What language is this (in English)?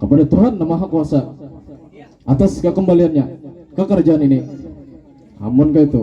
Banjar